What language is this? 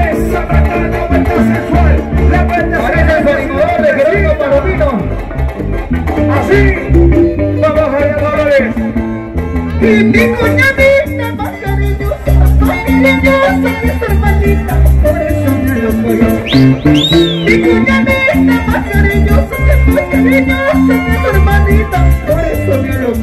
Spanish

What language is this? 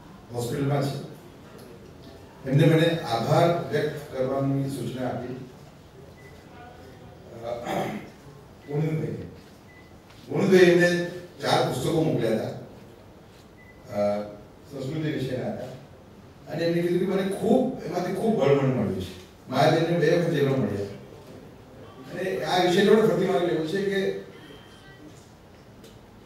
Gujarati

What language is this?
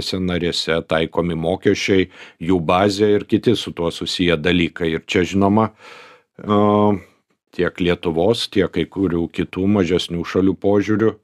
Lithuanian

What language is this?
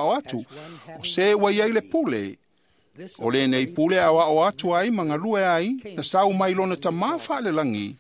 Samoan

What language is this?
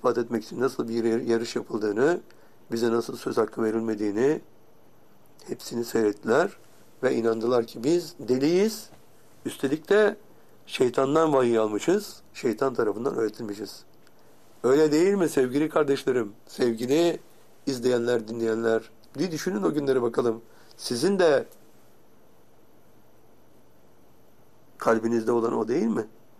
Turkish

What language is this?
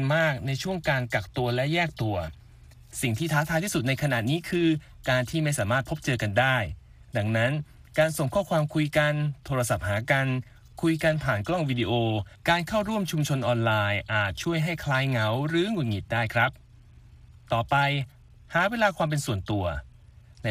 Thai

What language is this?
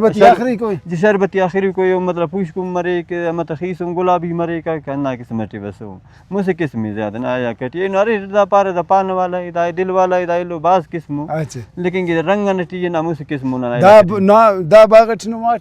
Brahui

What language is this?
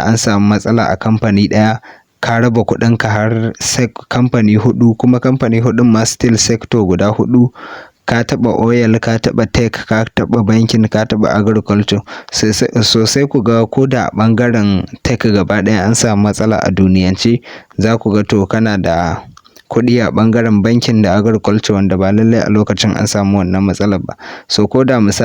Hausa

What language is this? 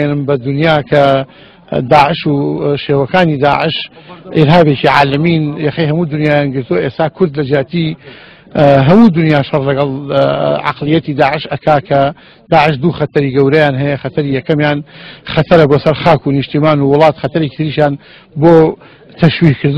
Central Kurdish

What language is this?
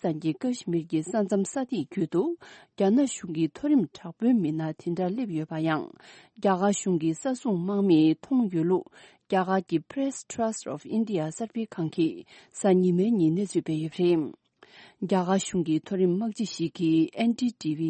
Tibetan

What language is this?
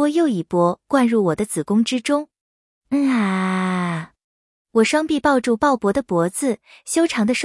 Chinese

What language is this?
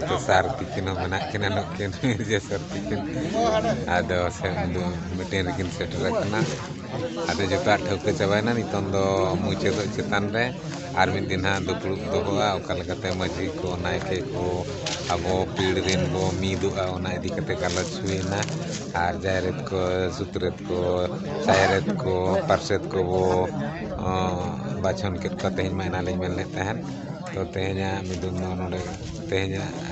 Santali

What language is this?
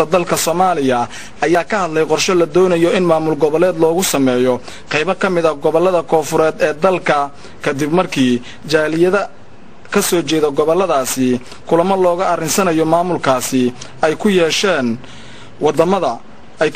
Somali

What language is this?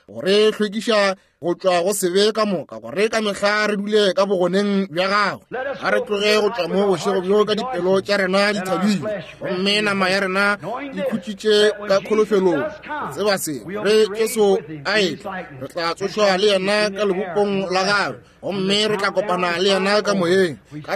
Northern Sotho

